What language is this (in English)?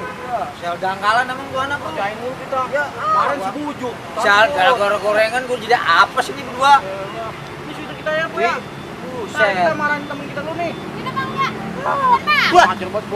Betawi